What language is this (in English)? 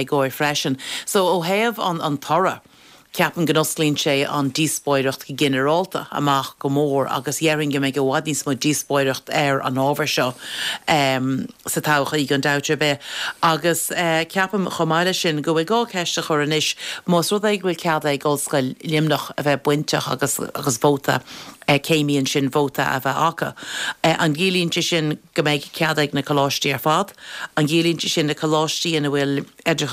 Irish